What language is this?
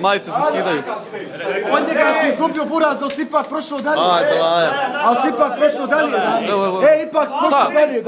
Bosnian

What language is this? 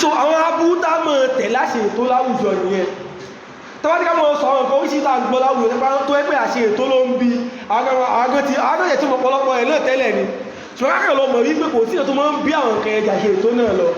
Yoruba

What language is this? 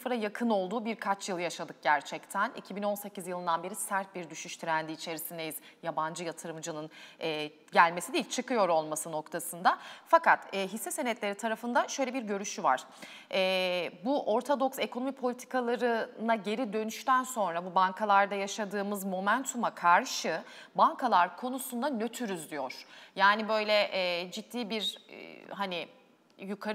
Turkish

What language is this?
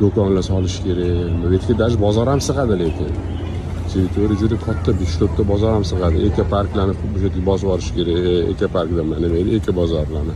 Uzbek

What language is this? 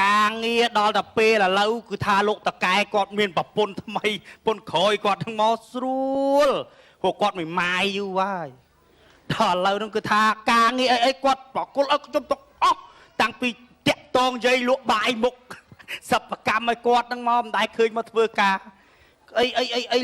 Khmer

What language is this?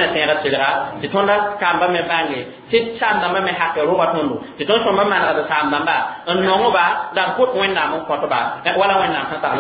Mossi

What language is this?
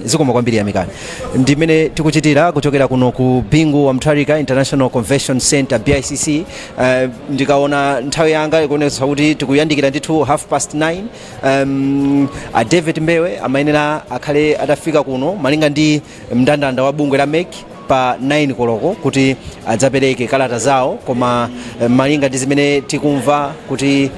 Nyanja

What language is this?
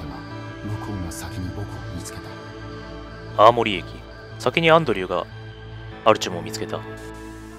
Japanese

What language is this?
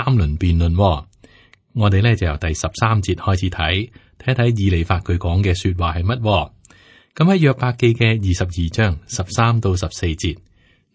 Cantonese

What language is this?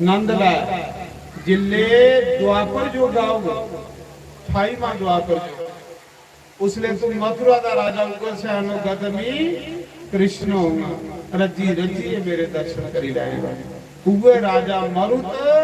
Dogri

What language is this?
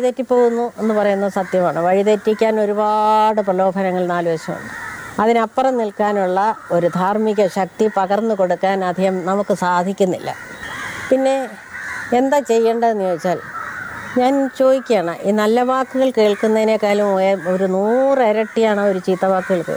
Malayalam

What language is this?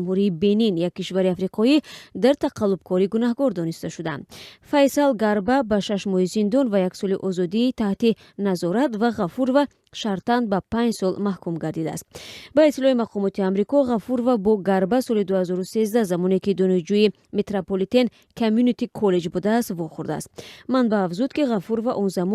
Tajik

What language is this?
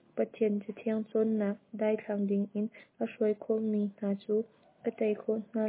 Hakha Chin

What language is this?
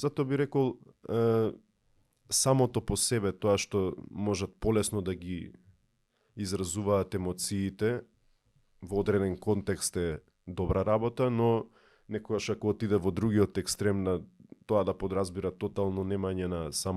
Macedonian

